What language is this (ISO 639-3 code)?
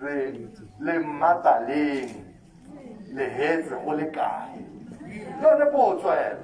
tsn